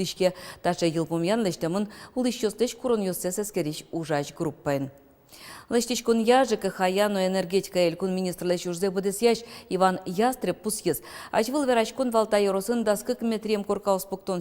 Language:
Udmurt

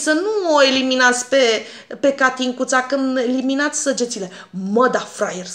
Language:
Romanian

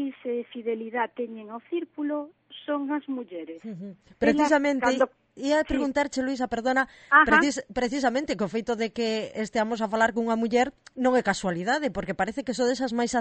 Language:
Galician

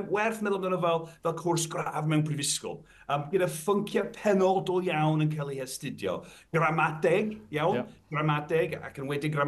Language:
Welsh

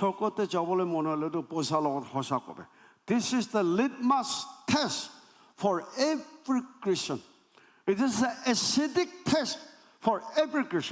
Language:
Naga Pidgin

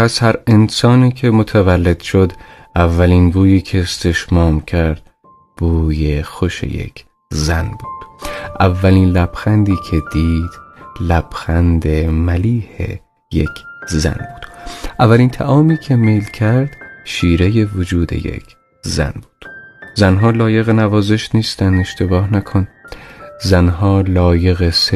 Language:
Tajik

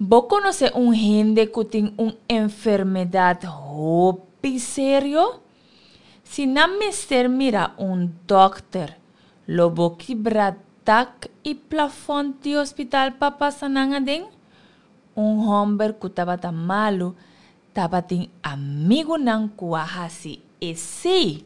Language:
Papiamento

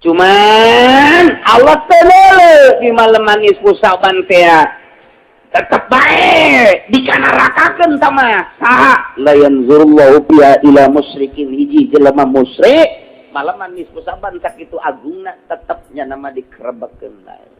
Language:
Sundanese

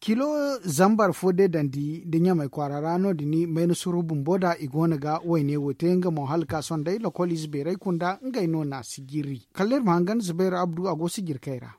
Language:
Zarma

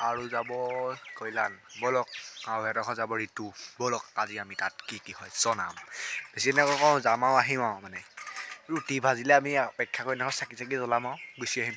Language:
Assamese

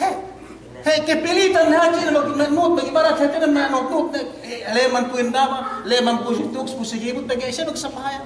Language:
Yakan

